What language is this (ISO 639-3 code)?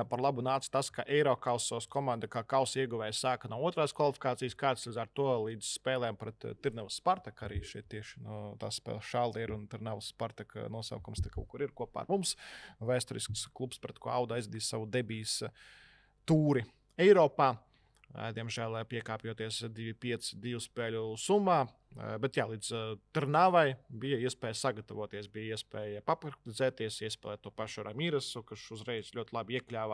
lav